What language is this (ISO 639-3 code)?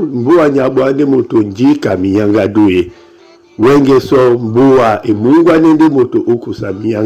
dua